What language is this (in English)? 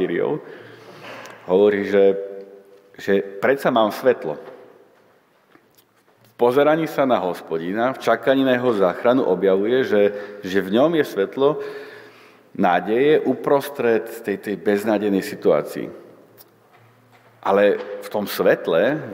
Slovak